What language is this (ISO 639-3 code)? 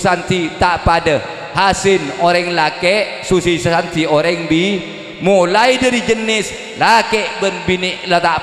mad